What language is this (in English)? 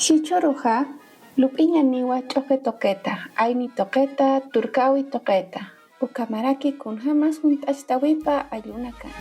Aymara